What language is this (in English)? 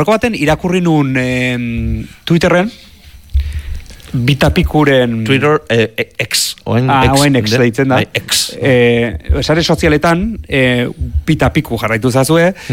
Basque